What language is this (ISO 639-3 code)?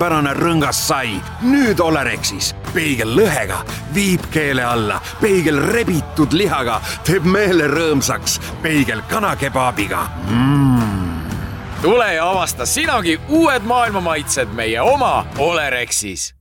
est